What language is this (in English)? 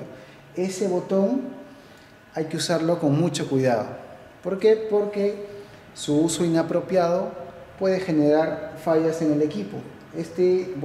Spanish